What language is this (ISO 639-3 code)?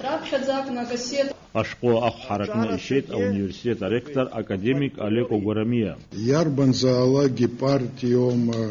abk